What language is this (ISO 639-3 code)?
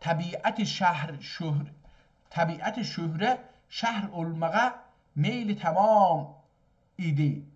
azb